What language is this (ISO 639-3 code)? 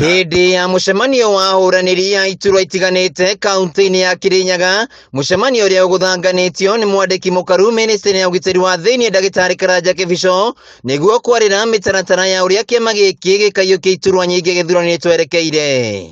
kik